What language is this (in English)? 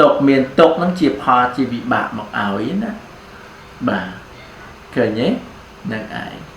Khmer